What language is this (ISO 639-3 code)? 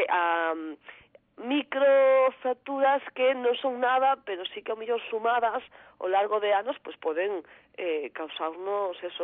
glg